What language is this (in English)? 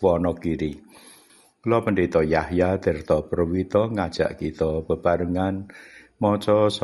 Javanese